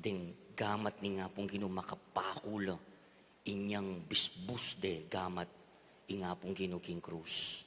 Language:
Pampanga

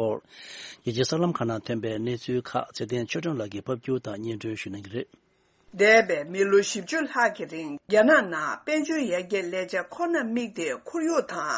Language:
Tibetan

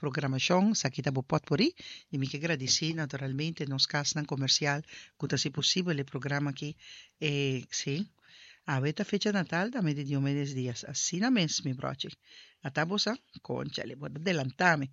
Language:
Papiamento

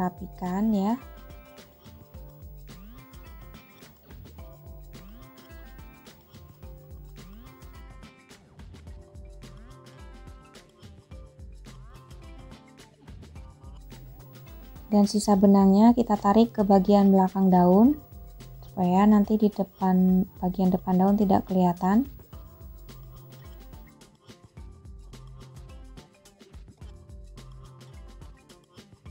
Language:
Indonesian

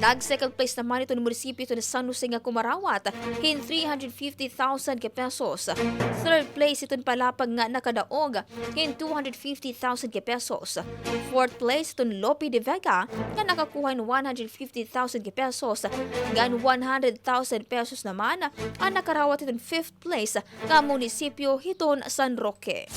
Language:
Waray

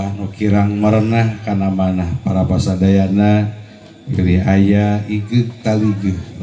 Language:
Sundanese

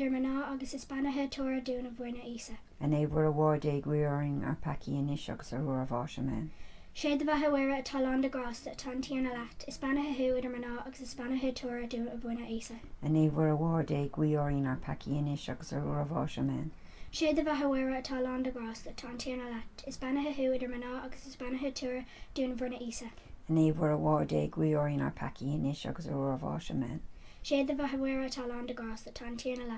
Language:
Irish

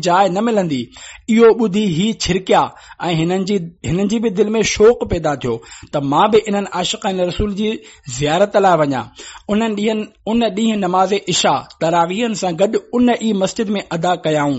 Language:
Sindhi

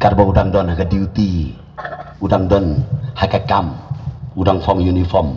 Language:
Khasi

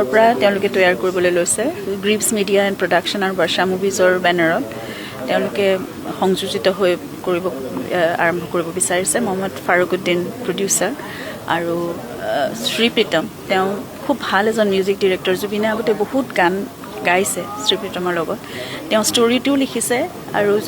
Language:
Assamese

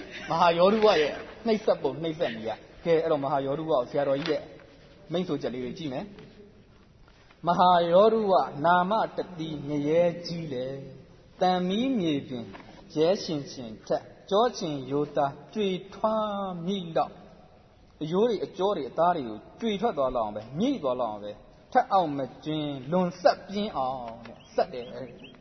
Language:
Burmese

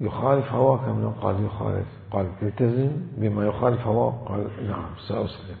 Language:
Mesopotamian Arabic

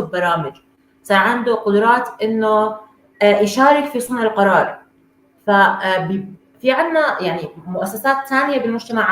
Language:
North Levantine Arabic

